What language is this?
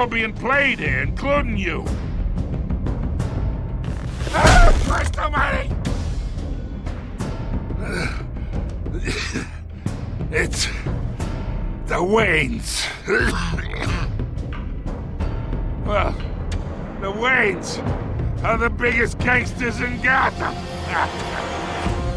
English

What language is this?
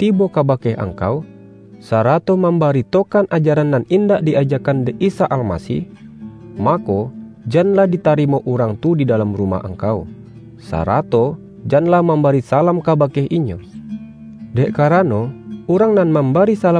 Minangkabau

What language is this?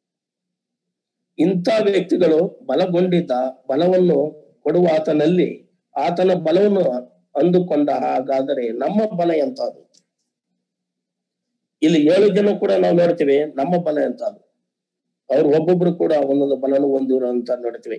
Kannada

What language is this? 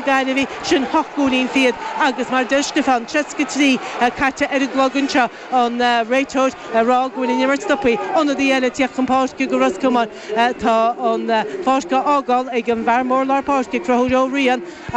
Irish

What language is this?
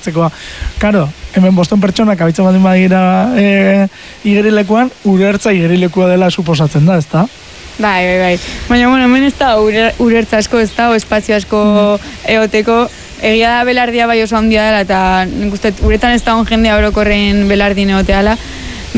Basque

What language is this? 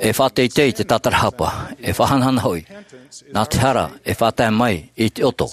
Tahitian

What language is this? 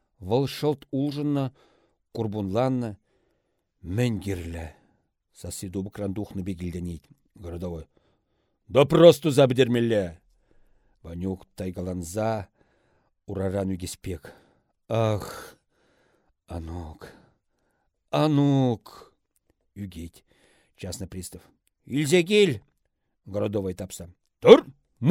Chuvash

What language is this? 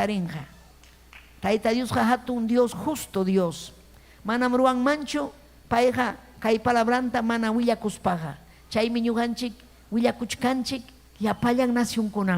Ayacucho Quechua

